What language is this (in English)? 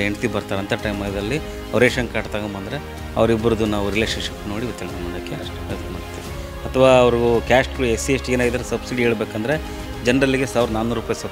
Kannada